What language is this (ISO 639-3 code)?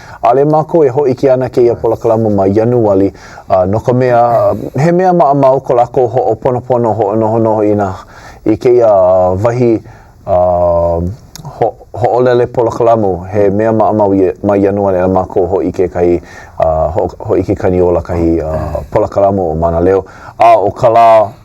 haw